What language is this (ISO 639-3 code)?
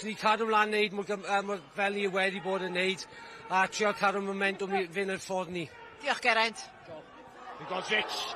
cym